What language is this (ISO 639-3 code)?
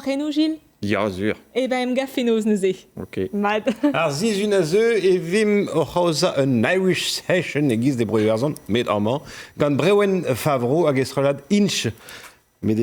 bre